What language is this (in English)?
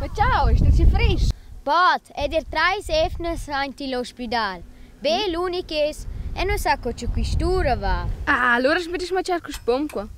Romansh